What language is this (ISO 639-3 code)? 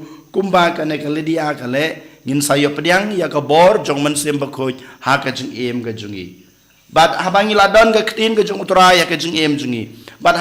kha